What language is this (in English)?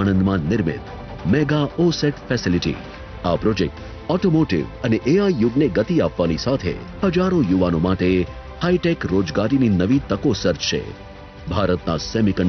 Gujarati